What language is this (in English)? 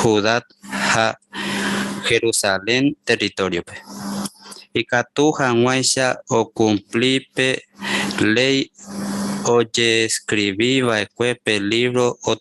Guarani